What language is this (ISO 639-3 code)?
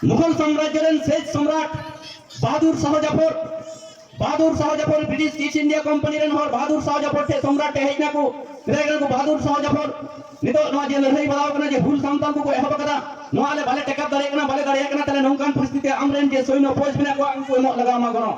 sat